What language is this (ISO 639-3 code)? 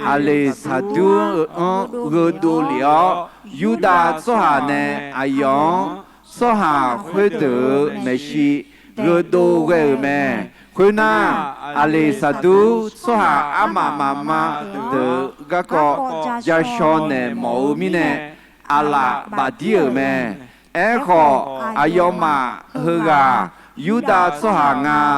ahk